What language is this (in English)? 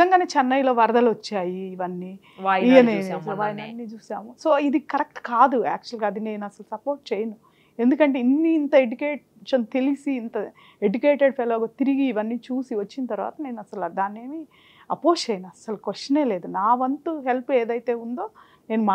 Telugu